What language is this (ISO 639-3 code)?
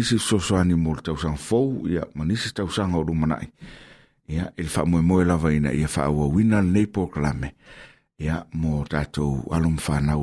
smo